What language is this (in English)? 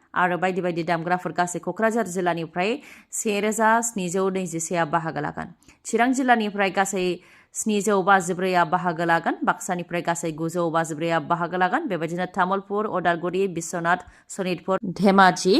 Bodo